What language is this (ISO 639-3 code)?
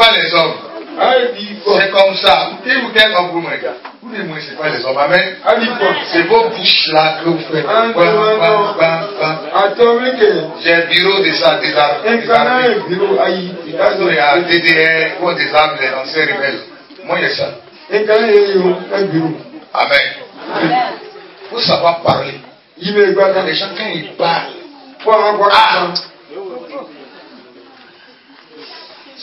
fra